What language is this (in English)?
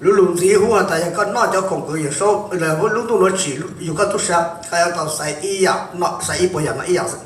Hmong